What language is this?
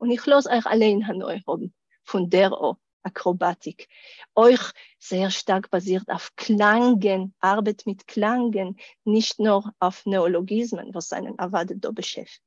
Yiddish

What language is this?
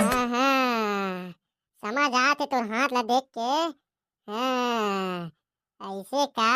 Chhattisgarhi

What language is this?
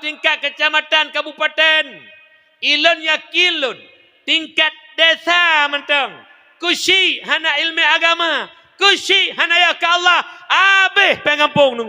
Achinese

